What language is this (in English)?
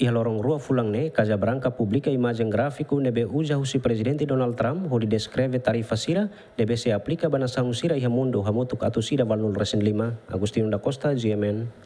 Tetum